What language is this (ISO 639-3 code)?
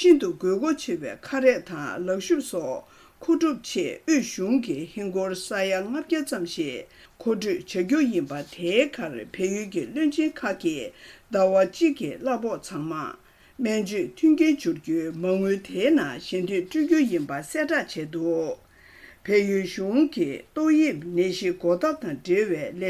bod